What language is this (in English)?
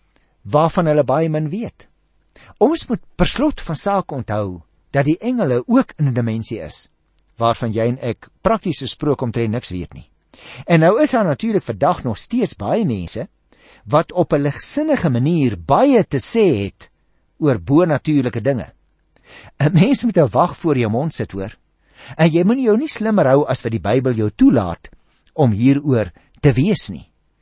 Afrikaans